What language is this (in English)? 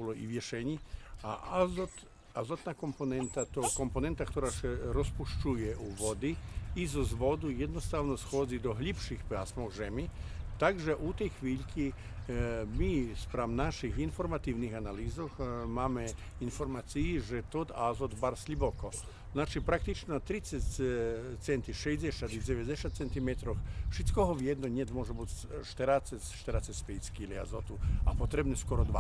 Rusyn